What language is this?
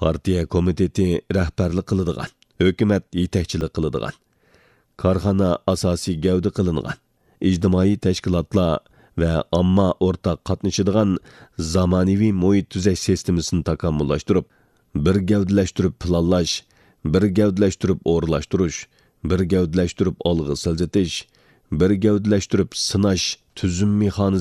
Uyghur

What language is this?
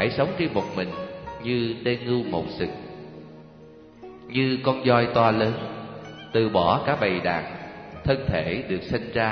Vietnamese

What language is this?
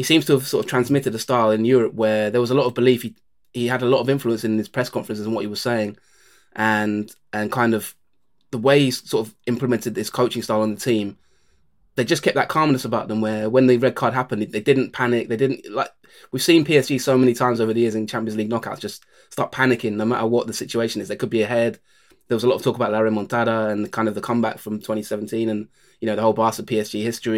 English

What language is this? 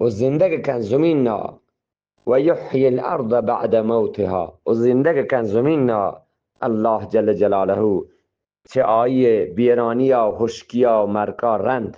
Eastern Balochi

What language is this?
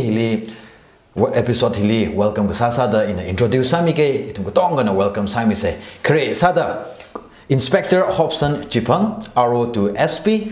Tangkhul Naga (India)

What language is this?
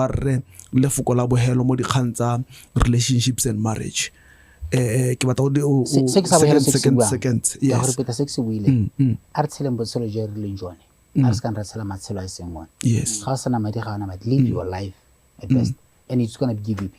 Tswana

